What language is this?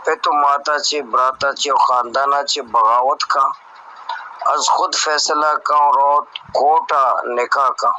Baluchi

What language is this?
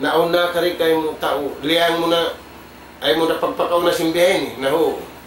Tausug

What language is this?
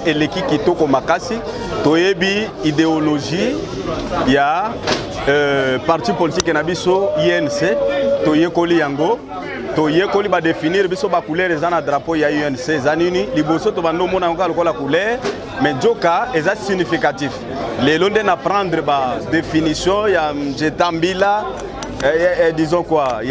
Lingala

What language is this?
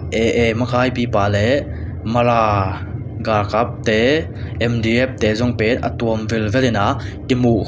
Tedim Chin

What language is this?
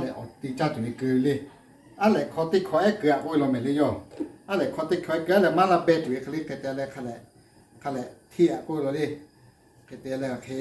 Lahu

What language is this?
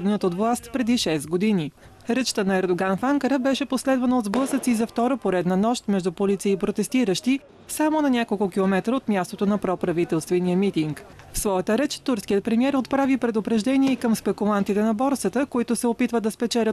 Bulgarian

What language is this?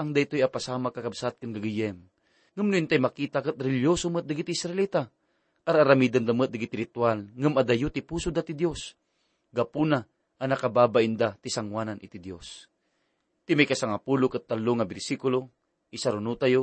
Iloko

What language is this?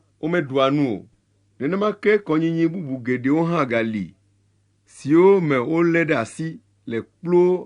Ewe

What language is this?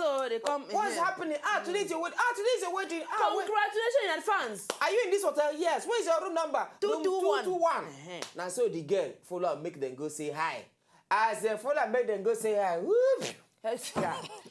Nigerian Pidgin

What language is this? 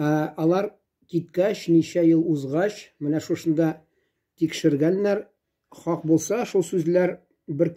Tatar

